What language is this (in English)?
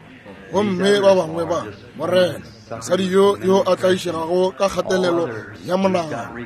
Northern Sotho